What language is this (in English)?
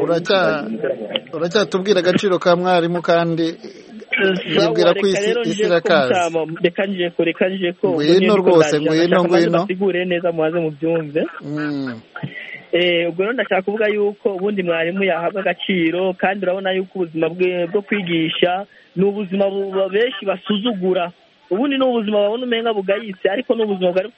Kinyarwanda